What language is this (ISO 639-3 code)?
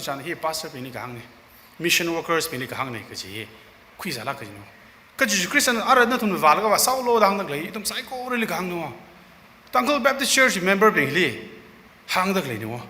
nmf